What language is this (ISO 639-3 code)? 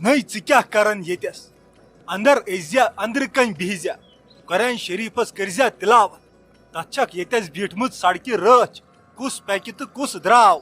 kas